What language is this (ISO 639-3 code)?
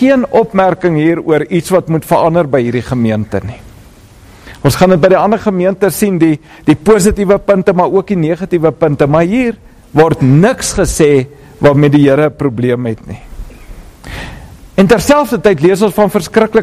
afr